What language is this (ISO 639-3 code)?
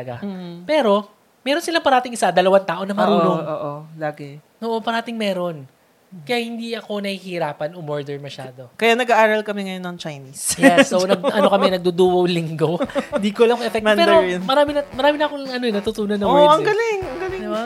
fil